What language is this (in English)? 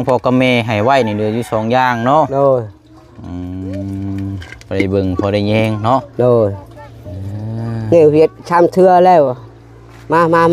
Lao